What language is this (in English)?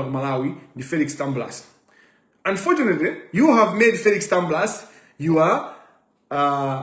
Nyanja